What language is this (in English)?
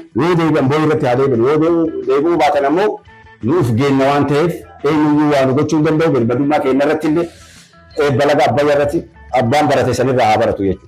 Oromo